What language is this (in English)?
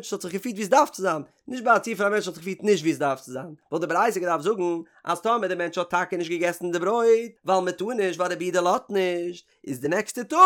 Yiddish